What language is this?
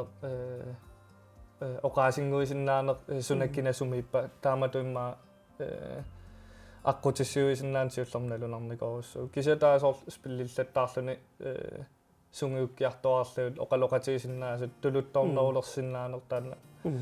Kalaallisut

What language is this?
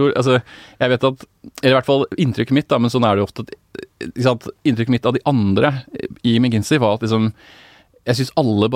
Norwegian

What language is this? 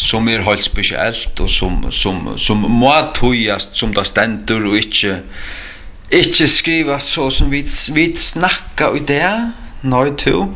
Faroese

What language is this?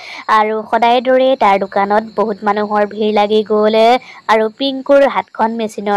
Assamese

